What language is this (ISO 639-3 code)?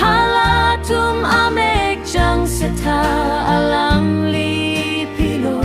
mjw